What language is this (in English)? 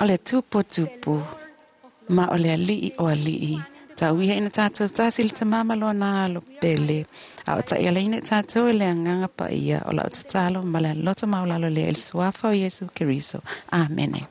Samoan